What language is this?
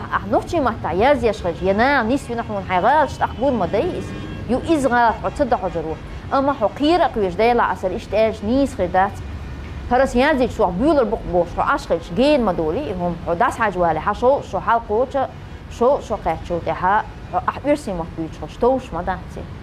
Chechen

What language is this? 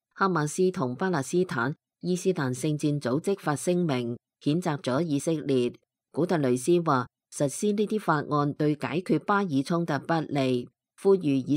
Cantonese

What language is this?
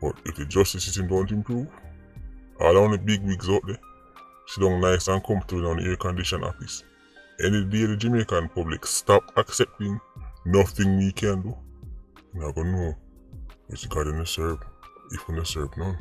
Jamaican Creole English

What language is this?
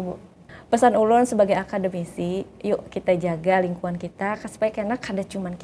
Banjar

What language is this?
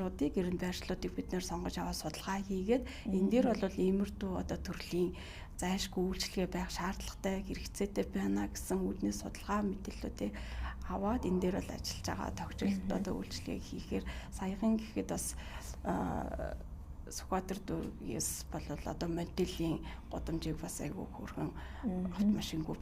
Mongolian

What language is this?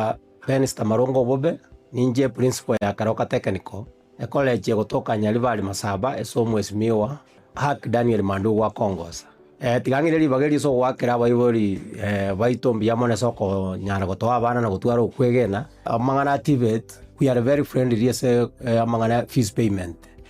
Gusii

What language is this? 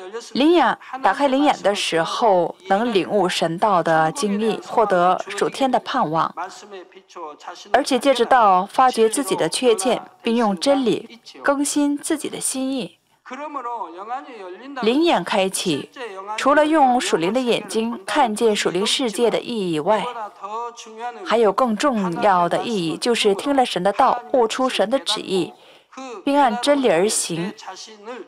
Chinese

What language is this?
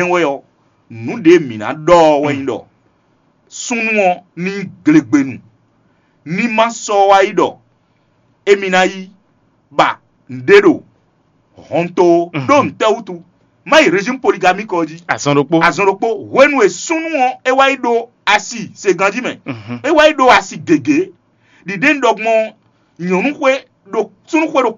Fon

